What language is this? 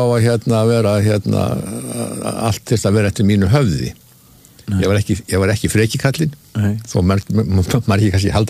Icelandic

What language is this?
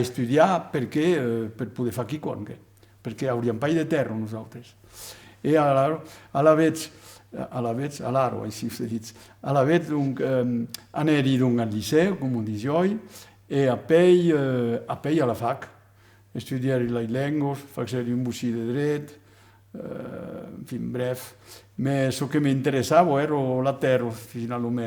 Occitan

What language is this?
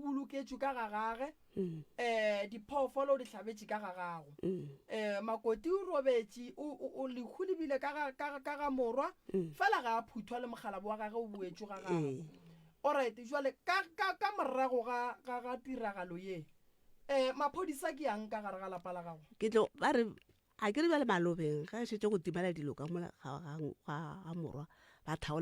Northern Sotho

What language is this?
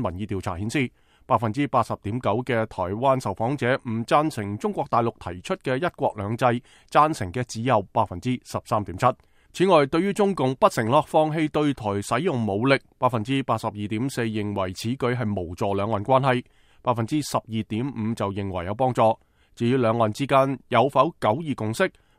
Cantonese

